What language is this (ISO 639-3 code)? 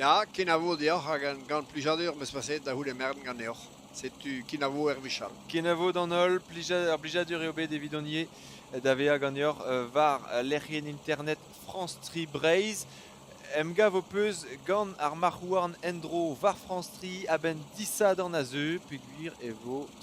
bre